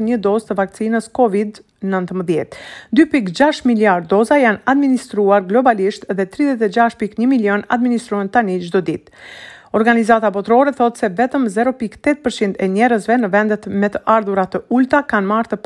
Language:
Albanian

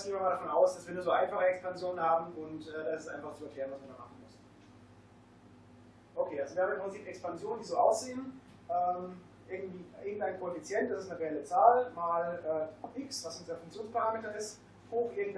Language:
German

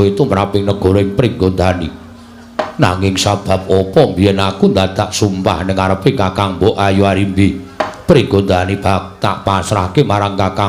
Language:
Javanese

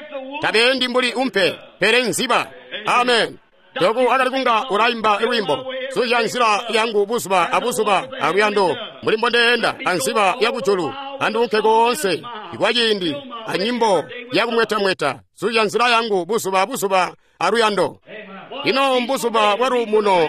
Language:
Tonga (Zambia)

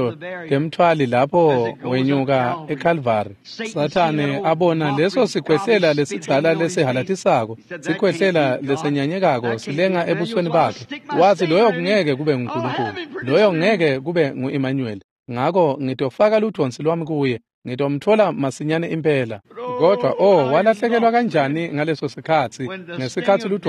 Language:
Swati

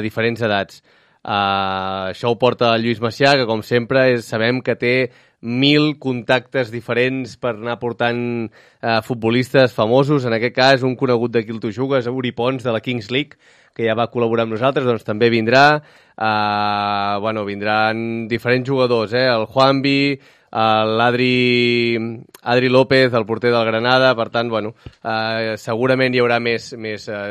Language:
Catalan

